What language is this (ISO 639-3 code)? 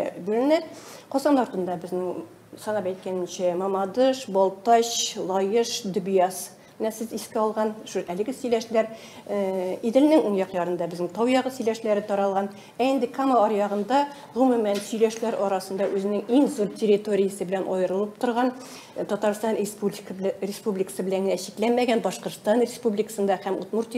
tat